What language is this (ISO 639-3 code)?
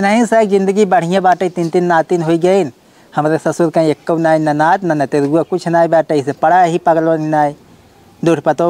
awa